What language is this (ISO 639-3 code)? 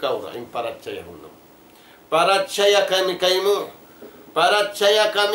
tsg